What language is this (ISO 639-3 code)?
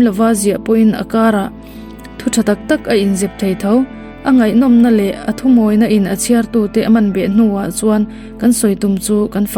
lus